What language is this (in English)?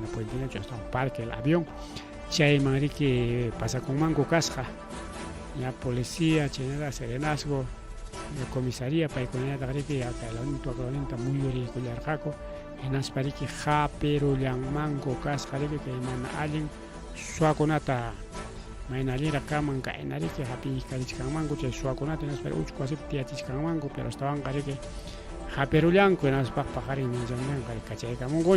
Ayacucho Quechua